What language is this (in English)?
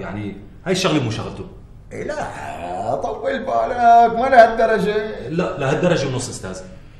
North Levantine Arabic